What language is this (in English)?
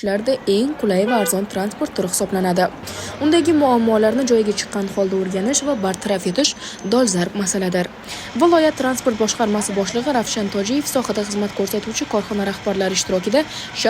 Uzbek